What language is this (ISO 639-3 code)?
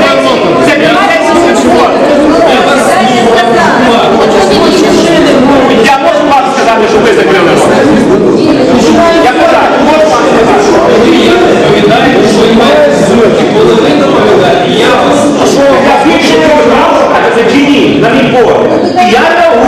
ukr